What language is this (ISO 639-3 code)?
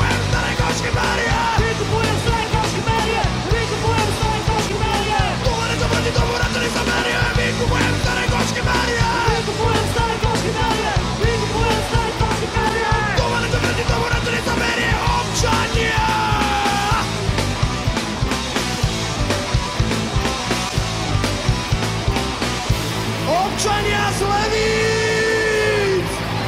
slk